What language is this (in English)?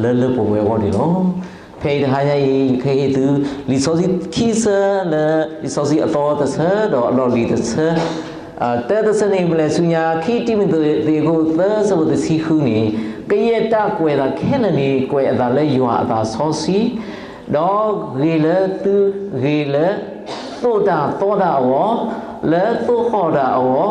S'gaw Karen